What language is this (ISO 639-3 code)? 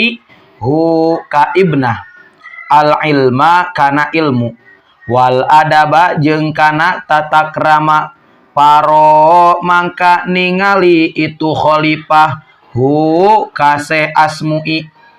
sun